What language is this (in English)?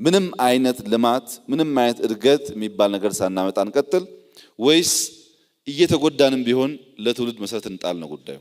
Amharic